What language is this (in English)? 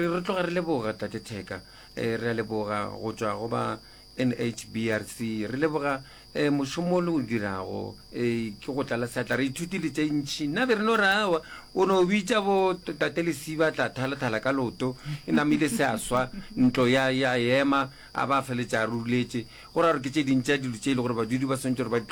Northern Sotho